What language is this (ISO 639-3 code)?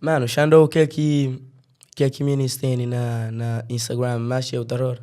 kea